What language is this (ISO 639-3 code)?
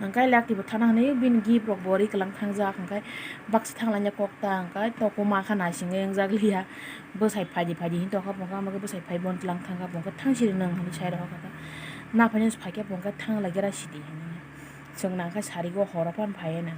trp